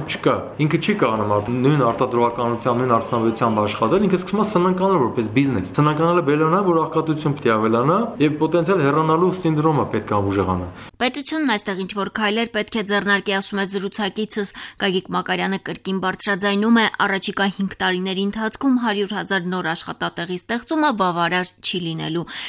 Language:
Armenian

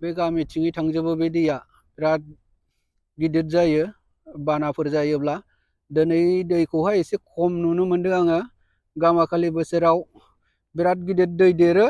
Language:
Bodo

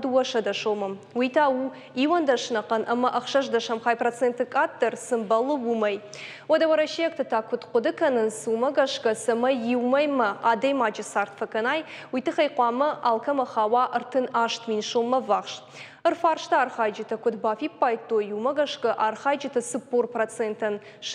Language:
Ossetic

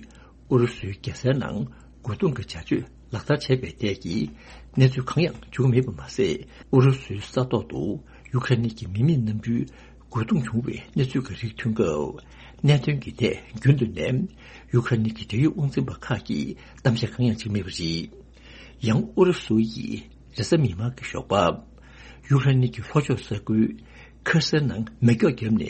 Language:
Tibetan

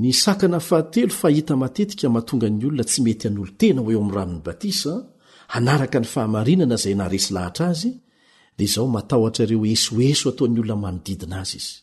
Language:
Malagasy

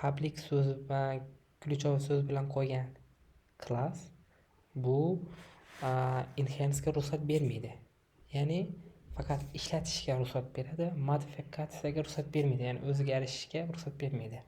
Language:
Uzbek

